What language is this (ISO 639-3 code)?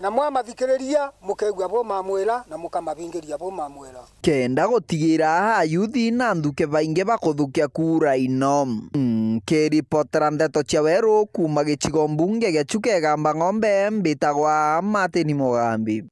mer